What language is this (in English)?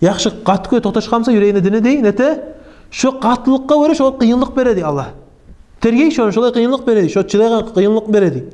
Kumyk